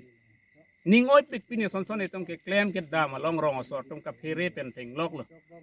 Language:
Karbi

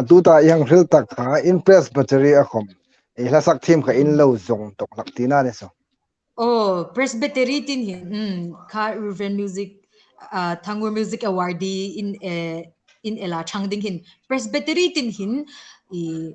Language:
Hmar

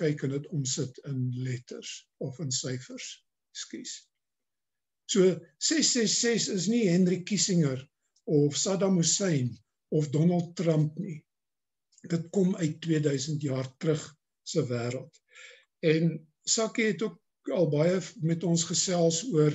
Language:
Afrikaans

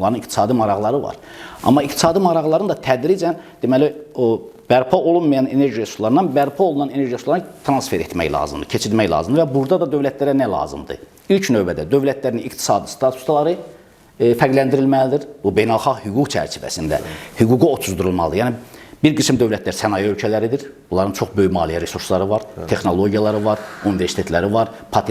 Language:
Azerbaijani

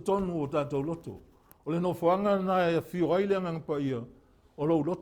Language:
Samoan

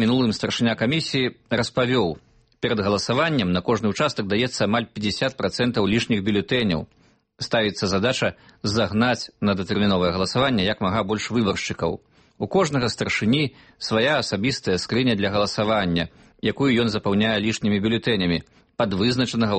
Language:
Belarusian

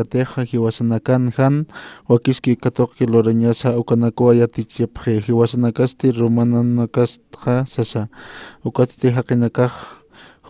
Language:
Aymara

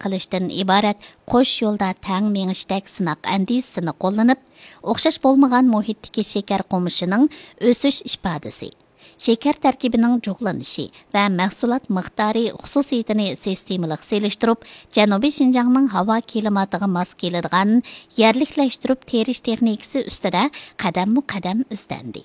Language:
Uyghur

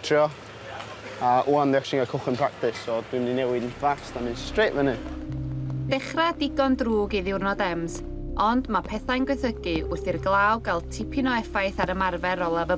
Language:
Welsh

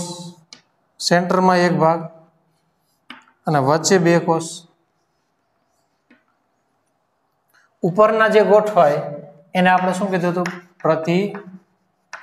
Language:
Gujarati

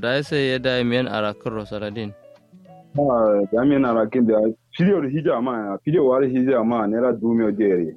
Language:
Kanuri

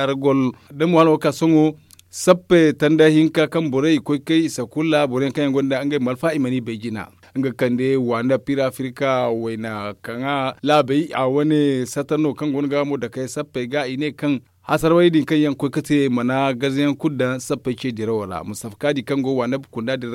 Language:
Zarma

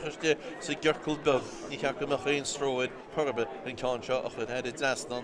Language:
Irish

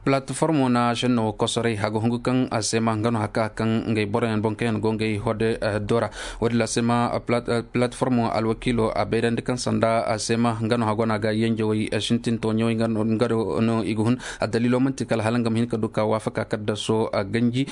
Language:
Koyraboro Senni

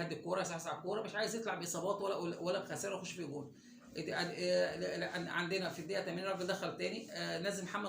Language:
Egyptian Arabic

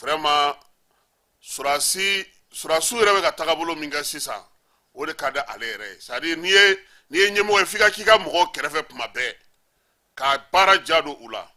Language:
Bambara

